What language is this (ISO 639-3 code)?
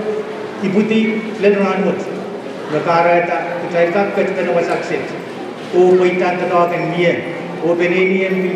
pon